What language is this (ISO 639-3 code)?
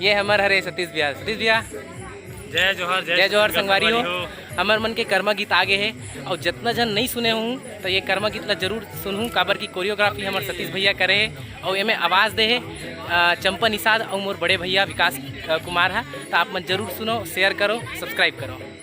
hne